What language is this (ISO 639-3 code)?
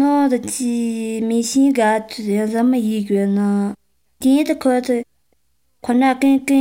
zho